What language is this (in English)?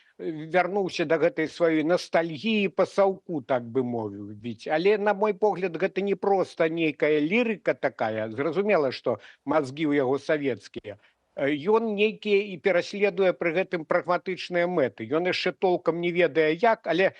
Belarusian